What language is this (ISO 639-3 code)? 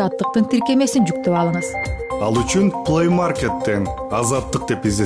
kir